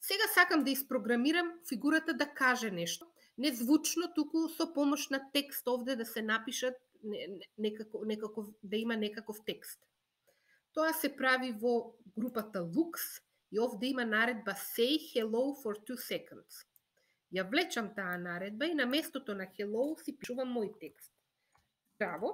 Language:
Macedonian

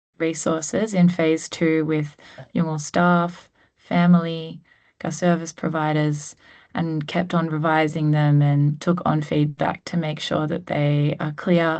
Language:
Gumatj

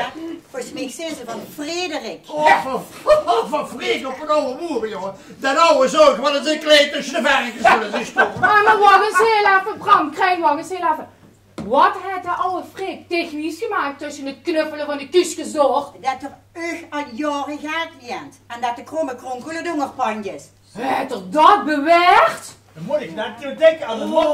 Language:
Limburgish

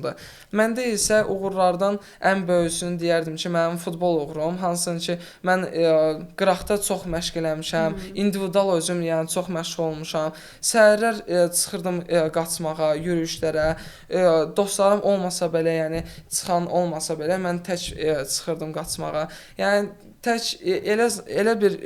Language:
Azerbaijani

